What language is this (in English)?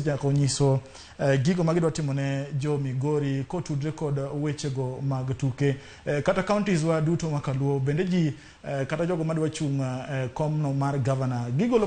Luo (Kenya and Tanzania)